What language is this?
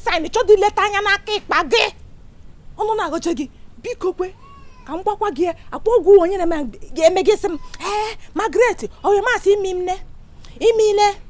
Igbo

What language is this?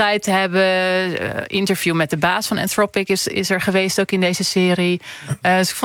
Dutch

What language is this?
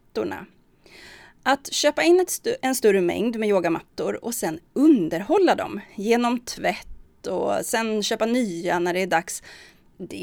Swedish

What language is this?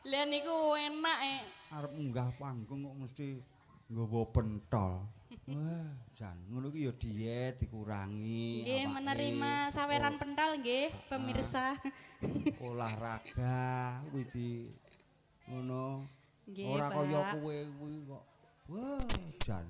Javanese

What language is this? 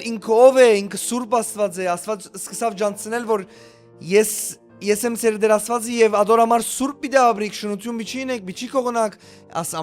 Western Armenian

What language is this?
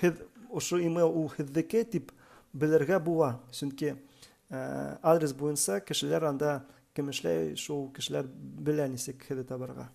Bashkir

